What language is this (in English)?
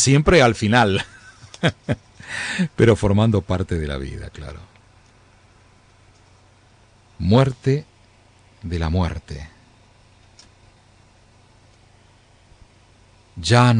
Spanish